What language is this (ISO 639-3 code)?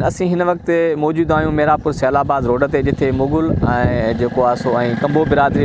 snd